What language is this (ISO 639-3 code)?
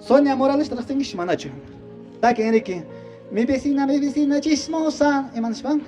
que